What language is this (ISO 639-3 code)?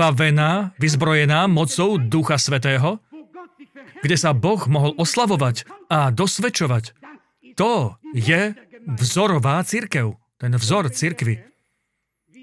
slk